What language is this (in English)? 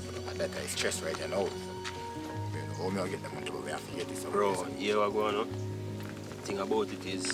Jamaican Creole English